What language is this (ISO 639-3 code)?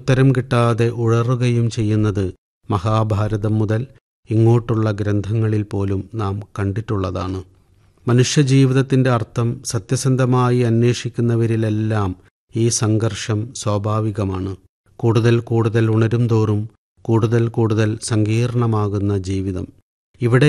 mal